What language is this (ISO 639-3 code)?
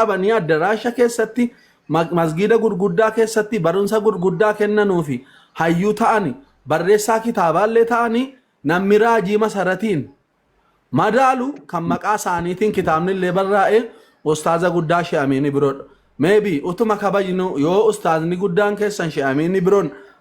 orm